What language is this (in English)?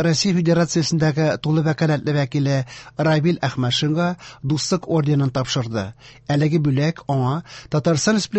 Tatar